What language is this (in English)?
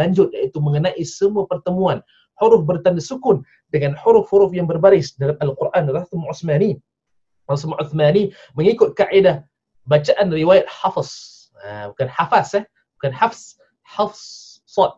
Malay